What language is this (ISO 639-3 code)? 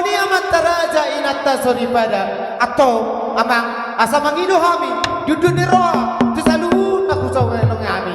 bbc